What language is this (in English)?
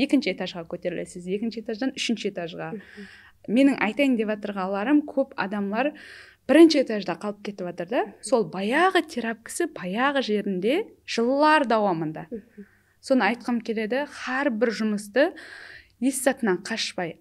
Kara-Kalpak